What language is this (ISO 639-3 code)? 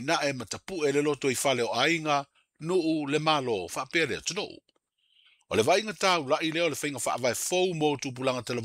smo